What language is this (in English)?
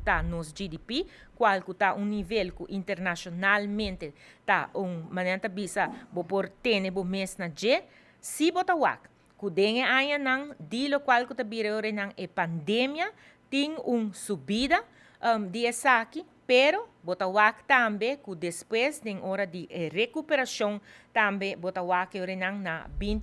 Papiamento